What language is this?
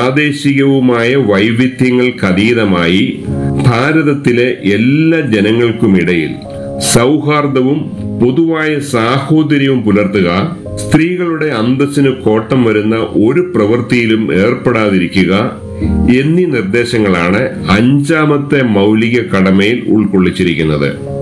Malayalam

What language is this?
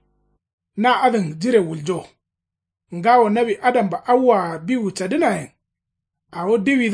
Kanuri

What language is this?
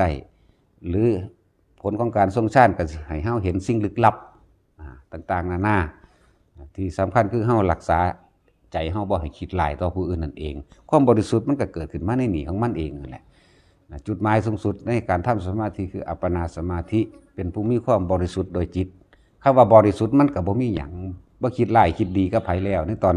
Northeastern Thai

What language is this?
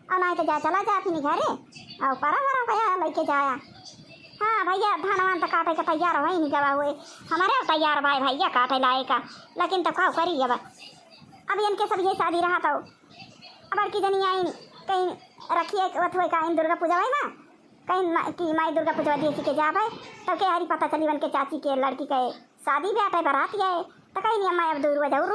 Awadhi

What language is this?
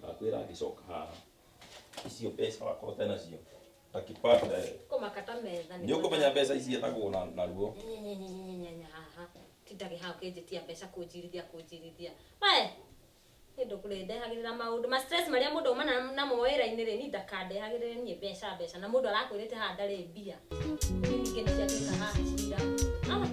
Kikuyu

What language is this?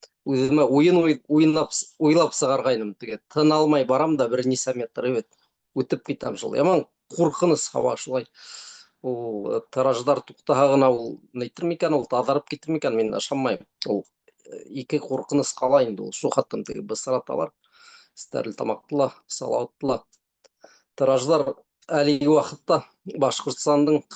Bashkir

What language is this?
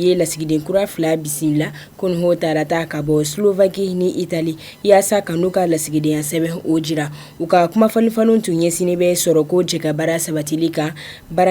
Bambara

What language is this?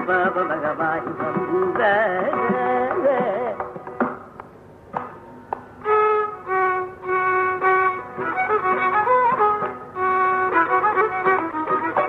Tamil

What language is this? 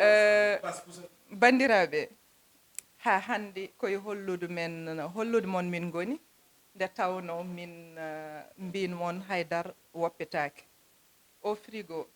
Fula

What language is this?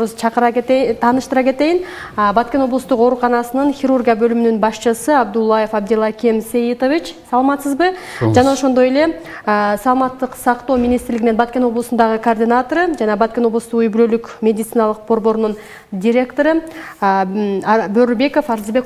Kyrgyz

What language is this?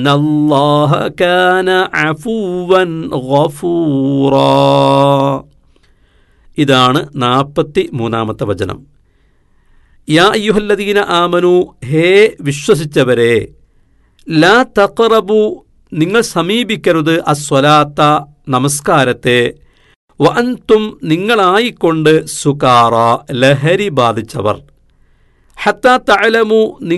Malayalam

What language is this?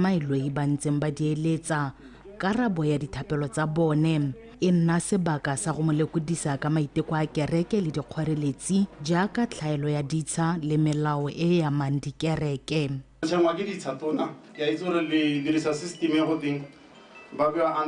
Tswana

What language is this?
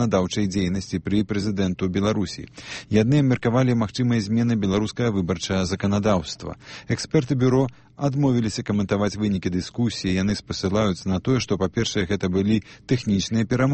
Belarusian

